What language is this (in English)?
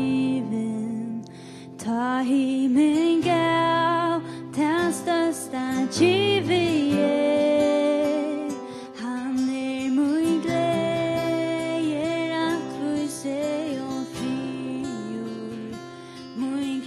Faroese